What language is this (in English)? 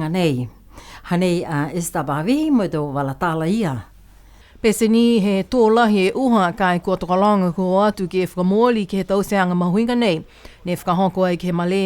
Niuean